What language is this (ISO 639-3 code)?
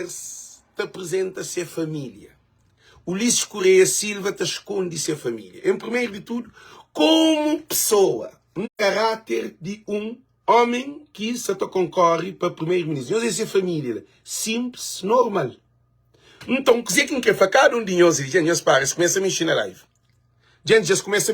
kea